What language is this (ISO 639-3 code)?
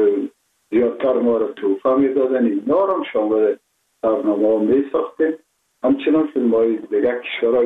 fas